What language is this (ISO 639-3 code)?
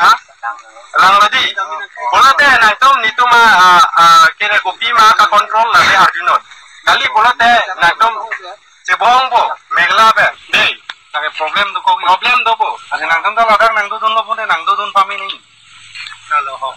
mjw